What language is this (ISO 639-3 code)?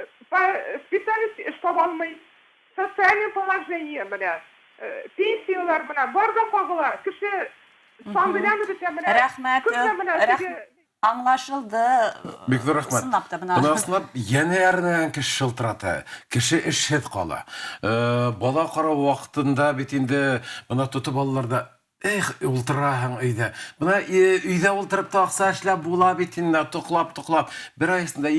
bak